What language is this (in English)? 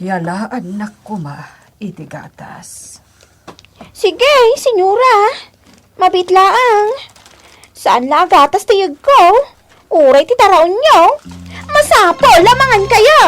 Iloko